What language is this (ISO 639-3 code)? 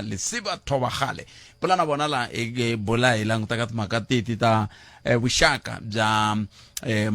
tso